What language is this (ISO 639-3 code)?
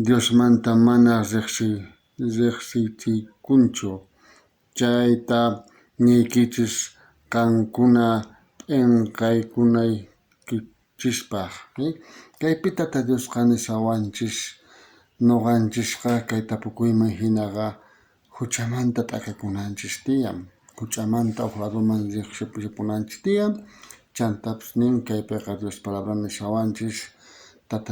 quh